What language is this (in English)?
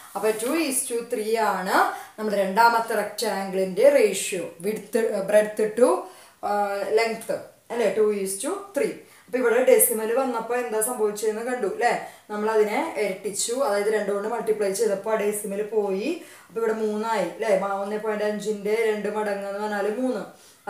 Malayalam